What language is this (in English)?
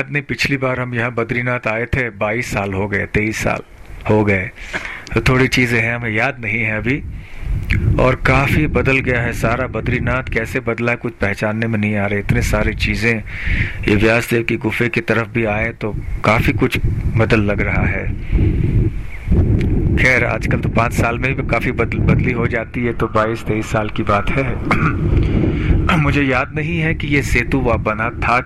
Hindi